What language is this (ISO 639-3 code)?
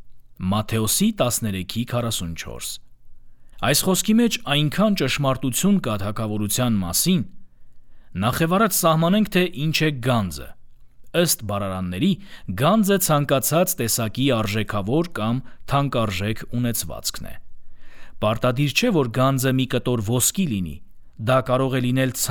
hye